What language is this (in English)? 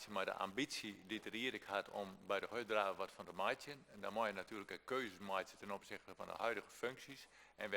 Western Frisian